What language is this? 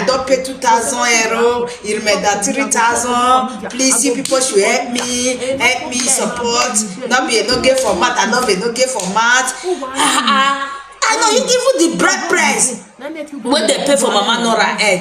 Nigerian Pidgin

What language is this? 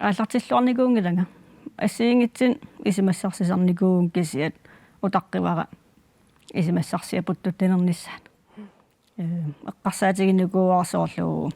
Kalaallisut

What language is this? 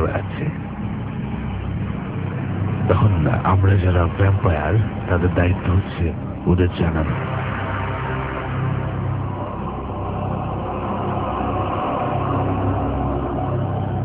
Bangla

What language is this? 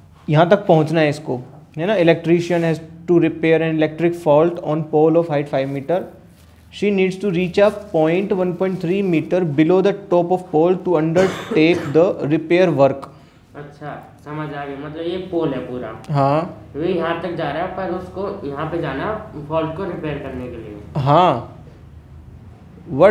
Hindi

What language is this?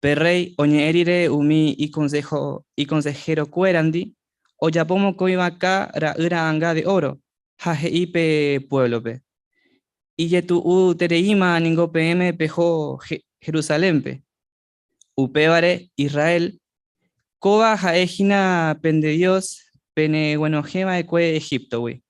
Guarani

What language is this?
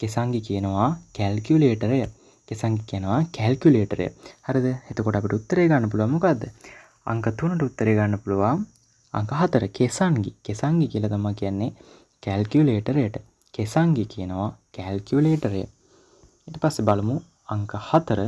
Sinhala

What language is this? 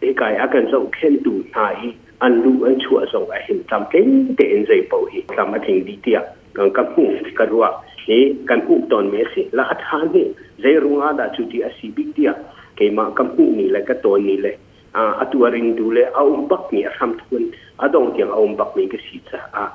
Hakha Chin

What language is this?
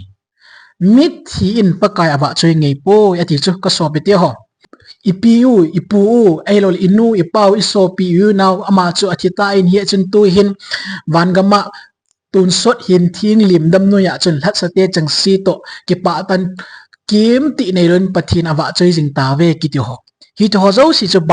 Thado Chin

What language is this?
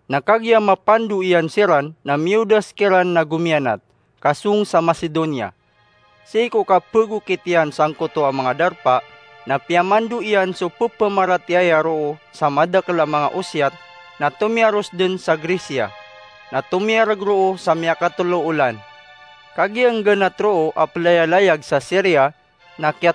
Maranao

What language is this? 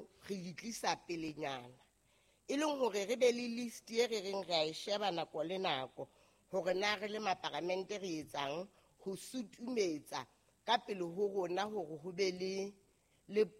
Southern Sotho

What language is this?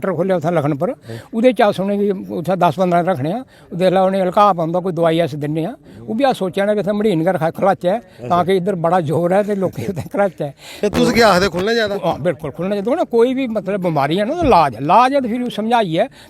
Dogri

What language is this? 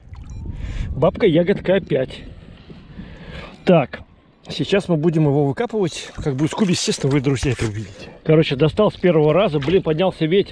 Russian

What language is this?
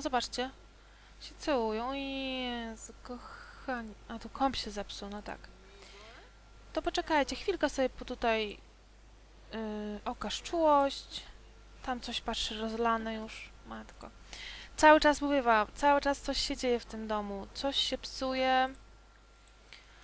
Polish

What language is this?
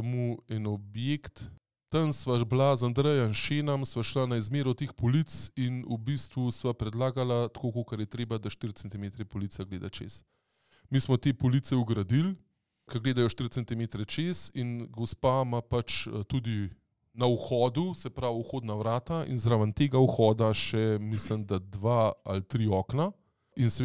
Slovenian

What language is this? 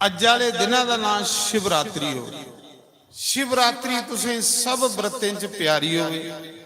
Dogri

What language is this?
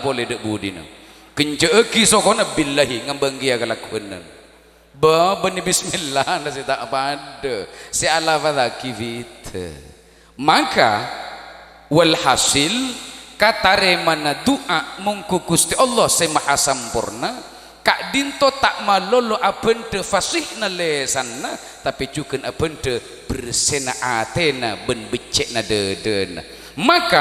Madurese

